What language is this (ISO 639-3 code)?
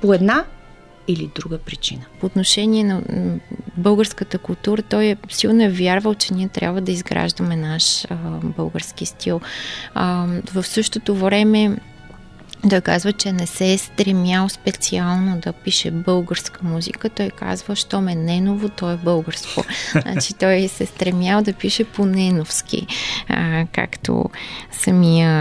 bul